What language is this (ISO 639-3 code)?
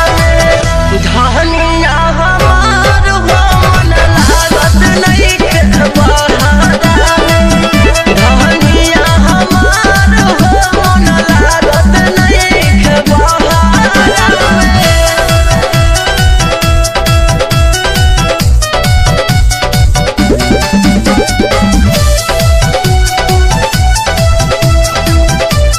bho